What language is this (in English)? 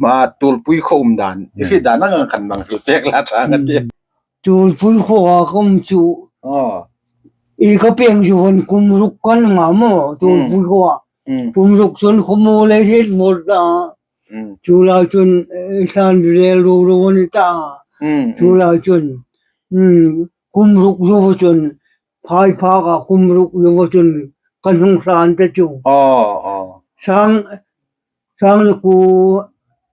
Hmar